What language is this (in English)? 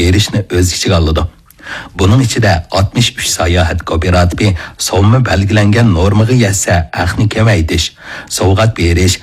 Uyghur